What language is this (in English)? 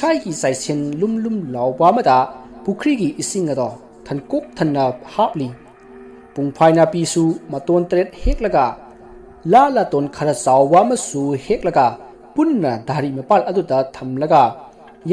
Manipuri